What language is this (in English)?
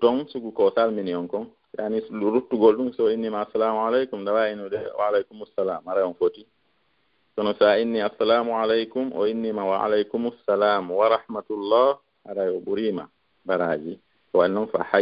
Fula